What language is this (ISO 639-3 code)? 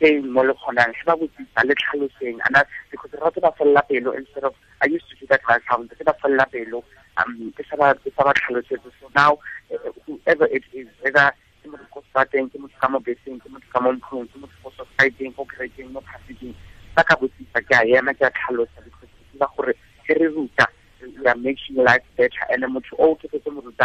tsn